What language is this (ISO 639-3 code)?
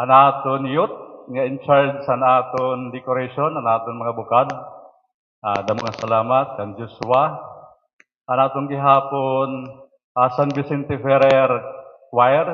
war